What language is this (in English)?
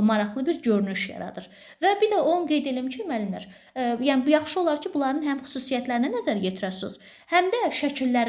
Azerbaijani